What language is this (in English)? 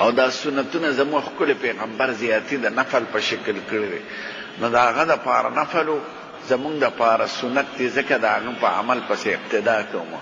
Pashto